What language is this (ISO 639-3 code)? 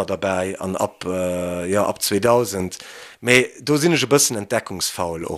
ltz